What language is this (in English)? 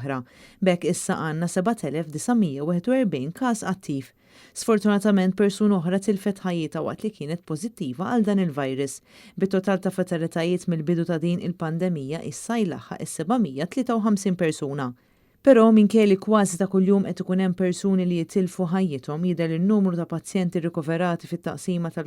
Maltese